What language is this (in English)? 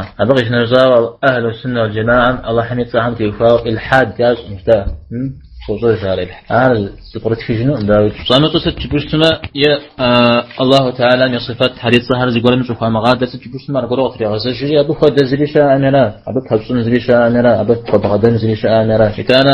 Kabardian